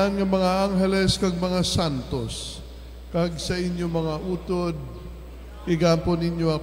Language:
Hiligaynon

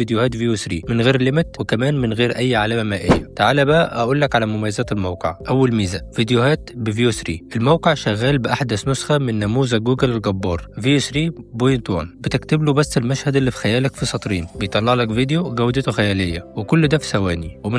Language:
Egyptian Arabic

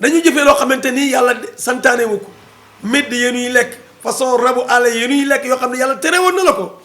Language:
Wolof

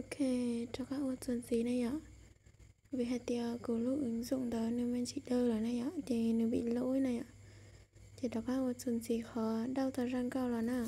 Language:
Hmong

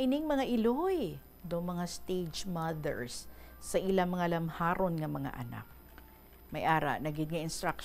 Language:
Hiligaynon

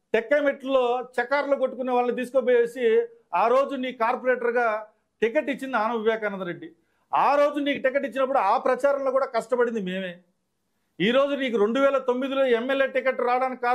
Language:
Telugu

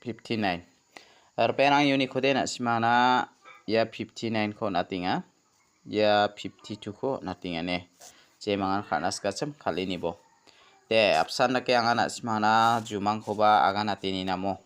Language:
Garo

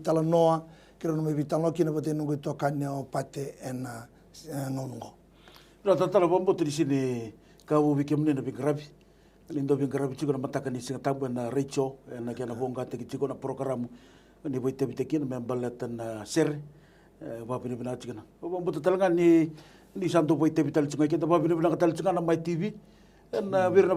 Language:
Fijian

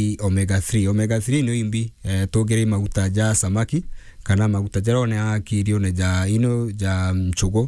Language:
Meru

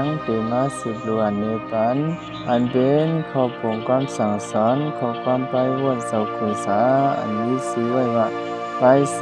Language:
Shan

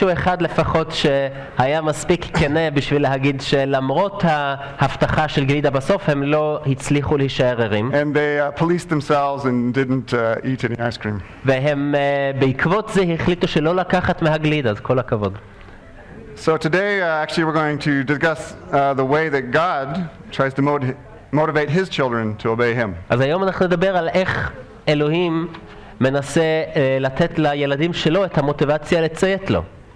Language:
Hebrew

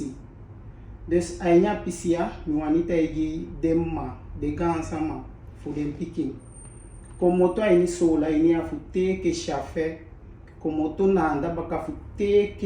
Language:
Eastern Maroon Creole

